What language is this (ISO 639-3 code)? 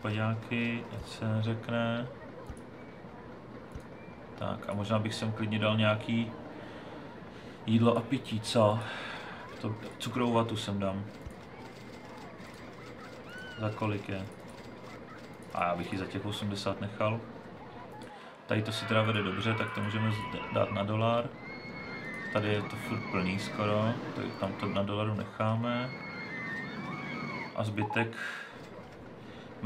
ces